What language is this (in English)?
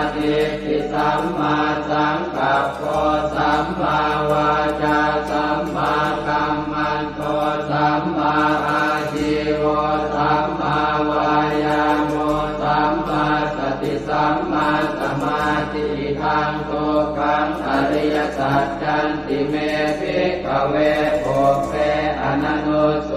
Pali